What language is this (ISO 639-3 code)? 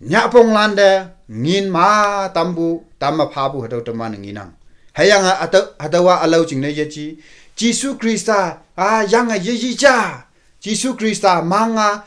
nbe